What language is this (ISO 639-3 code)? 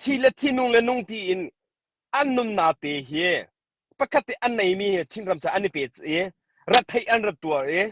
cnh